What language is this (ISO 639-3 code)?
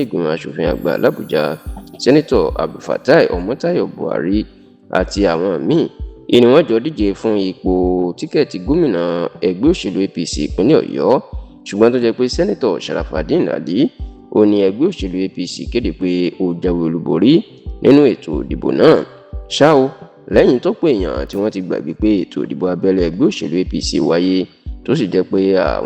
yor